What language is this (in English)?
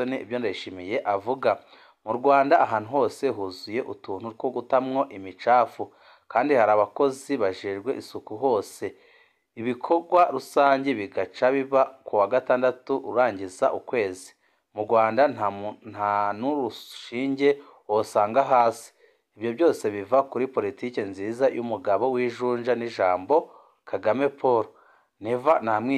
Rundi